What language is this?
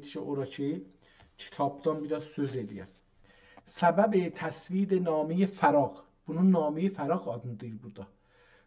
South Azerbaijani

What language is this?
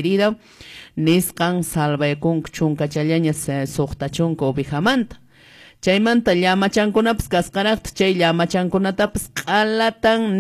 Quechua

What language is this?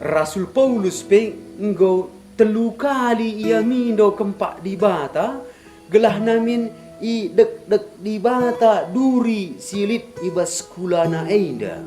Batak Karo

